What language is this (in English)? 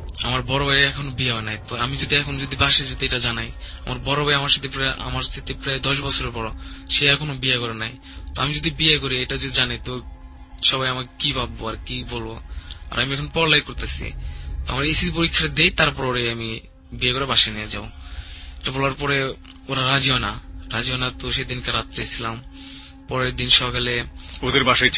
Bangla